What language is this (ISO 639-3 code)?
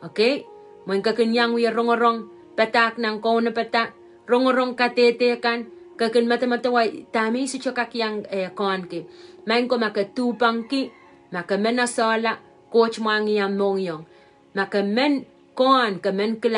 pon